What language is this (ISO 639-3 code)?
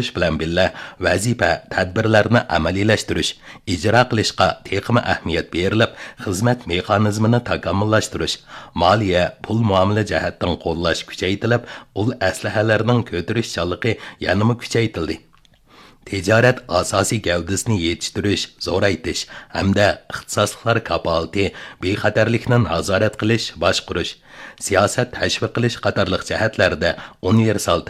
uig